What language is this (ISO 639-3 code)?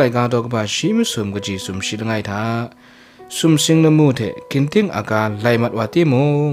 kac